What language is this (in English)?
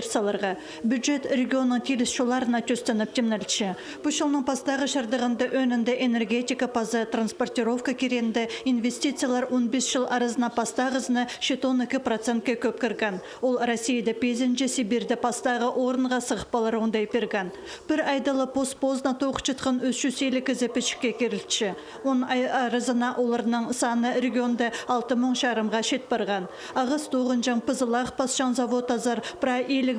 Khakas